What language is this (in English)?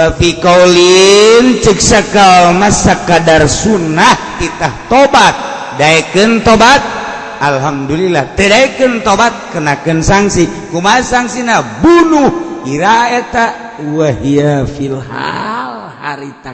Sundanese